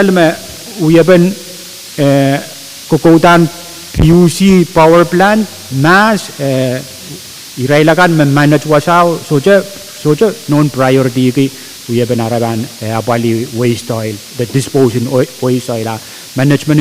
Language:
Pohnpeian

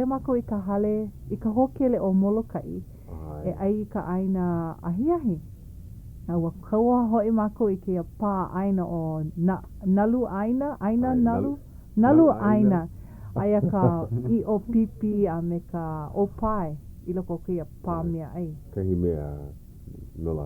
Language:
Hawaiian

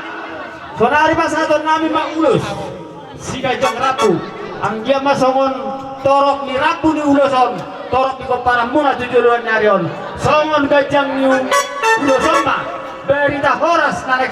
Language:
Batak Toba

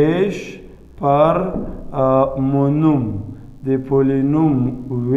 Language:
Pashto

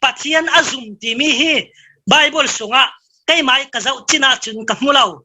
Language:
Falam Chin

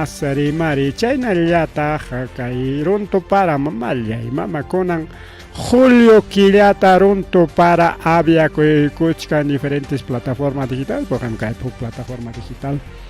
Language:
Ayacucho Quechua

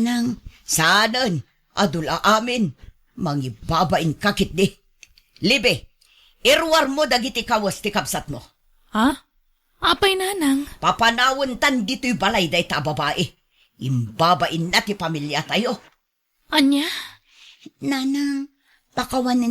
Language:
Iloko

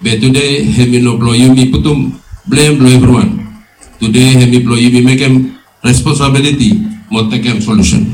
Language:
Bislama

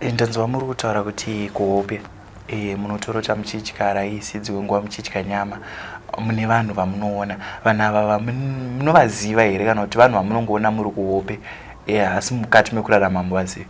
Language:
Shona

